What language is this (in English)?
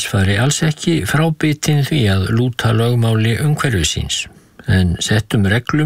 Icelandic